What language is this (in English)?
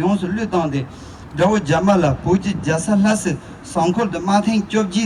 Tibetan